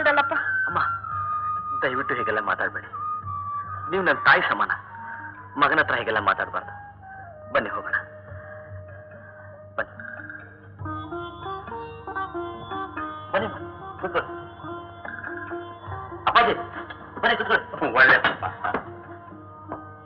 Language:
Kannada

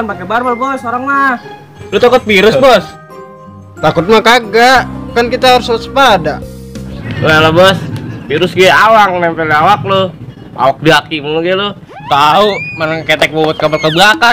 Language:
Betawi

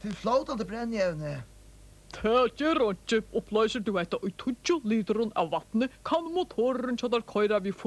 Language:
Faroese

